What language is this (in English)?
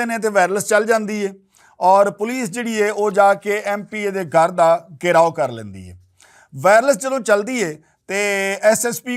Western Panjabi